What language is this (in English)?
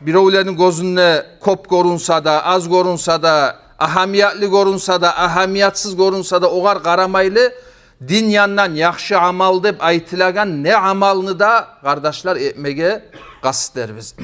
Kumyk